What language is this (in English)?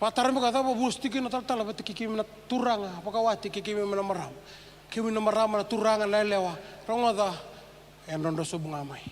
Fijian